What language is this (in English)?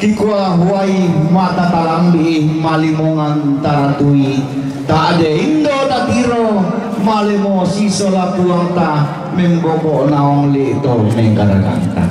Toraja-Sa'dan